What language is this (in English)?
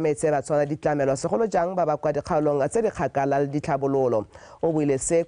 Tswana